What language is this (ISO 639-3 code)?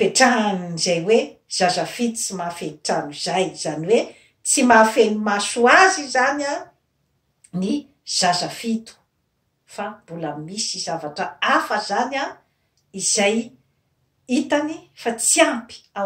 mlg